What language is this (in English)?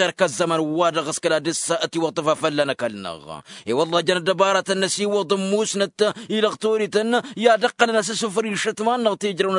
Tamasheq